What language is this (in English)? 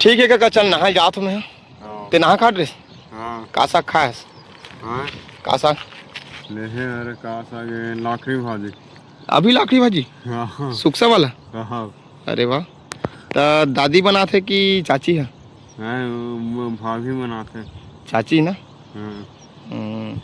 Chhattisgarhi